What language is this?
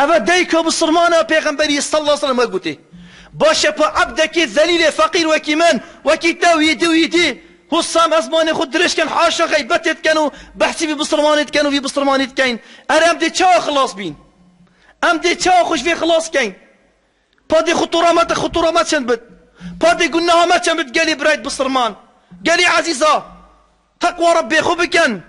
Kurdish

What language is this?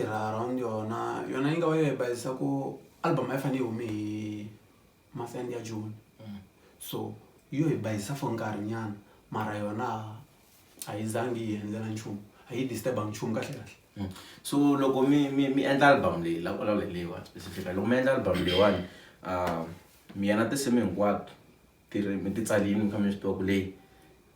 Tsonga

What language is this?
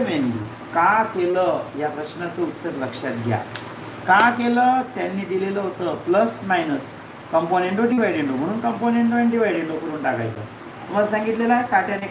Marathi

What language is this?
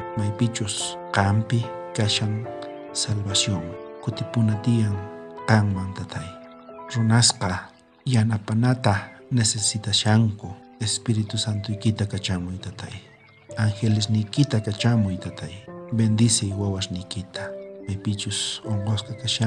South Bolivian Quechua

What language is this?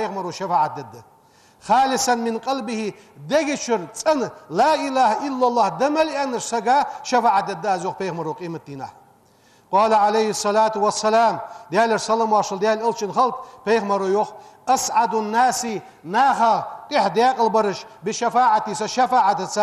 Ingush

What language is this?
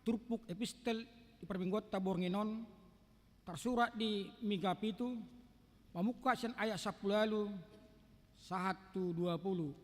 Batak Toba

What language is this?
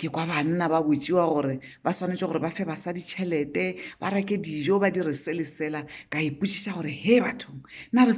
Northern Sotho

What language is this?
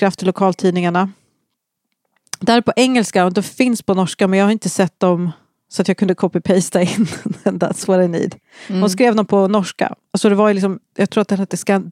Swedish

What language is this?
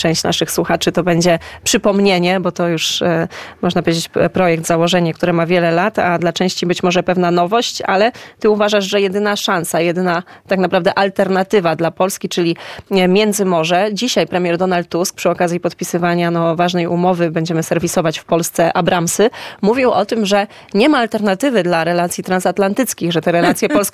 Polish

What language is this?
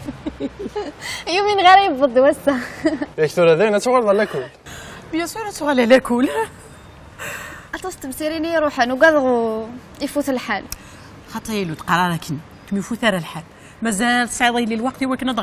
Kabyle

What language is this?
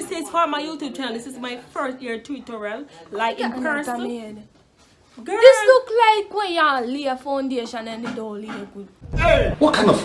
Jamaican Creole English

